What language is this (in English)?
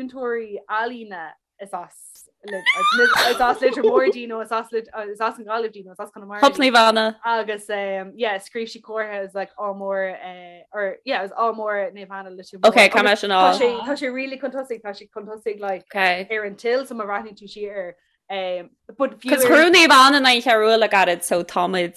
Irish